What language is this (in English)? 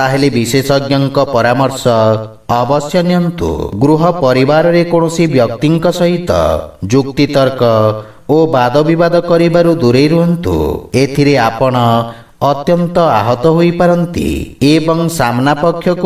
Odia